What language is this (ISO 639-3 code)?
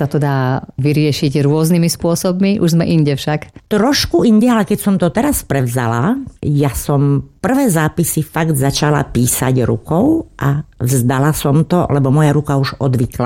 slk